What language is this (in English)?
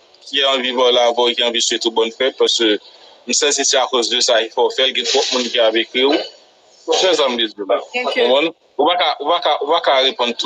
Haitian Creole